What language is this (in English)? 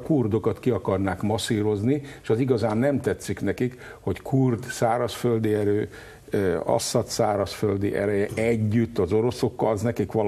Hungarian